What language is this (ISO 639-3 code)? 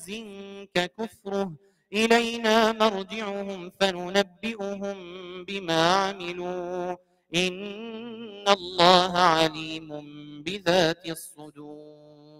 ara